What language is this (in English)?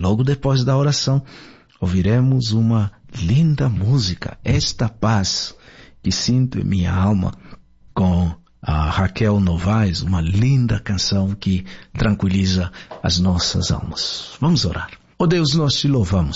Portuguese